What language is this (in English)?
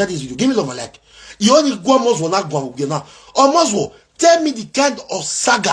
Nigerian Pidgin